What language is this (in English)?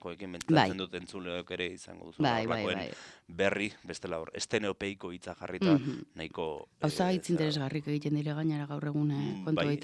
Basque